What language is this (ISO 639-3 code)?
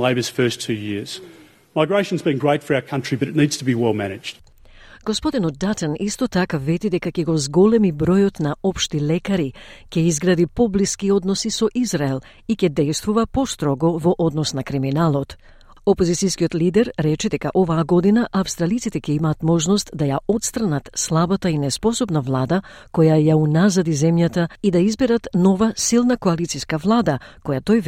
mkd